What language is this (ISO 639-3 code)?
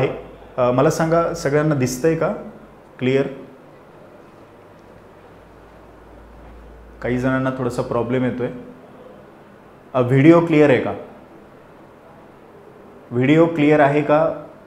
mar